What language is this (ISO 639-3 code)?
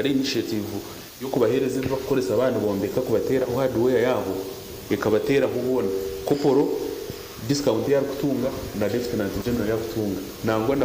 nyn